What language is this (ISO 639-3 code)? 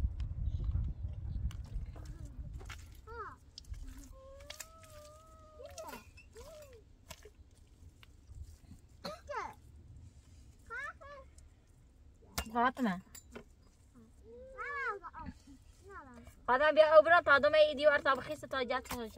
fas